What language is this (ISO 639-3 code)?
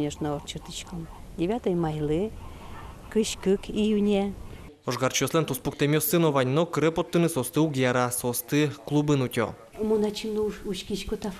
udm